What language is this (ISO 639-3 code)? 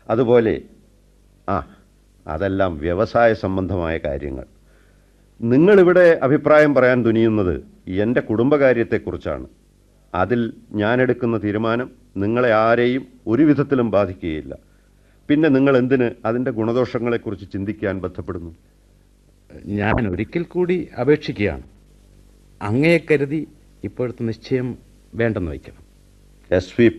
mal